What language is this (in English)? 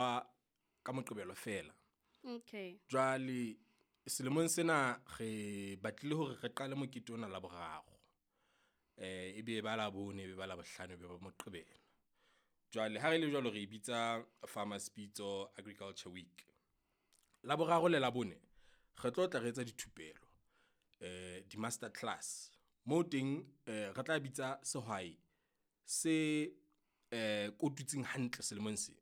Southern Sotho